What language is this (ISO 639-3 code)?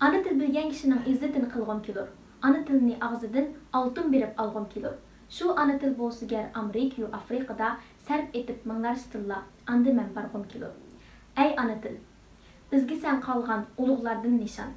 uig